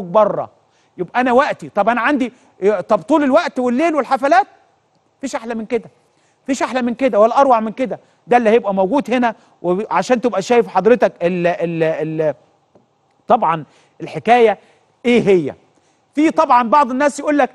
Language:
Egyptian Arabic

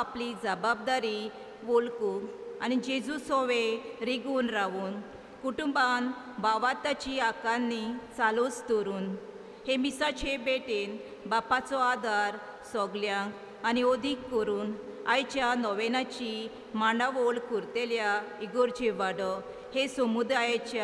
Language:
Konkani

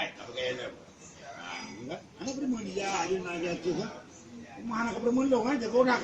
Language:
Achinese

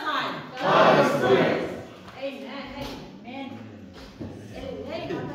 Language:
Samoan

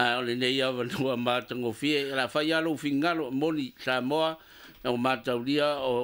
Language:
Samoan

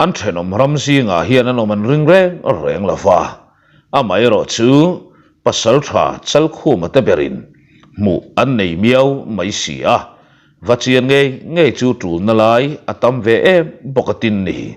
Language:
Mizo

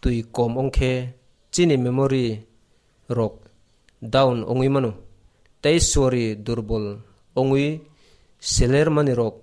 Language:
Kok Borok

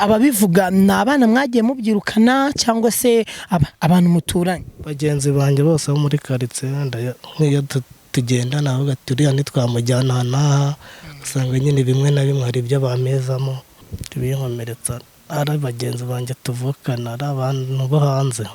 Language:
Kinyarwanda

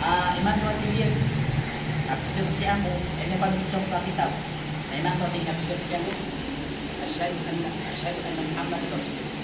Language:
Maranao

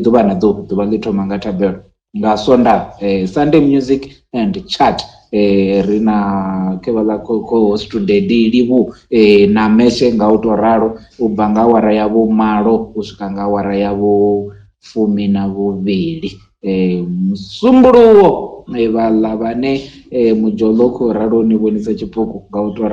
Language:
Venda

